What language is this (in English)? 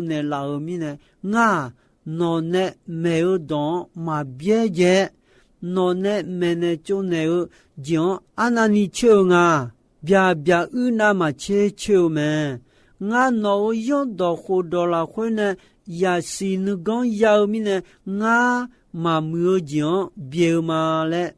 Akha